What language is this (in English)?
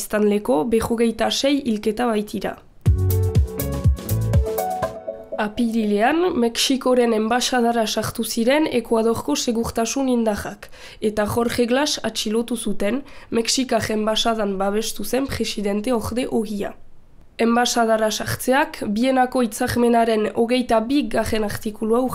Basque